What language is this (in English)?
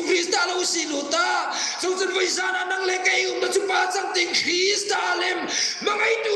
Hmar